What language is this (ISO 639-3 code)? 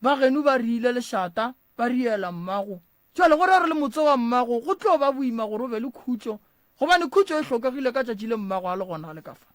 nso